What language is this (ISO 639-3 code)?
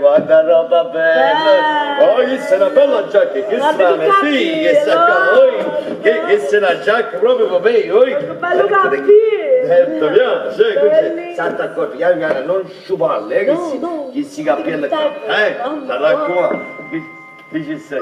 nap